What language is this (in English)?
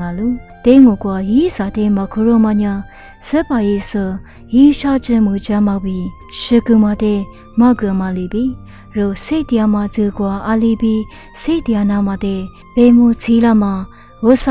Lisu